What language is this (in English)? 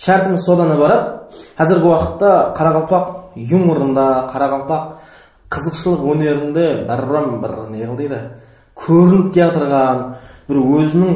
Kara-Kalpak